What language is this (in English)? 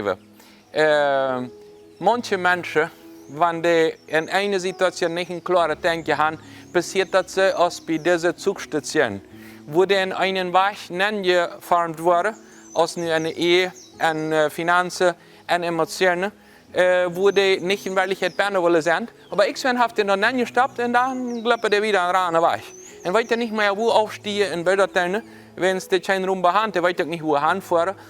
Plautdietsch